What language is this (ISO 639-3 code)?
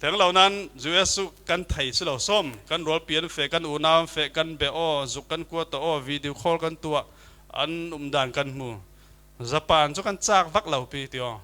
cfm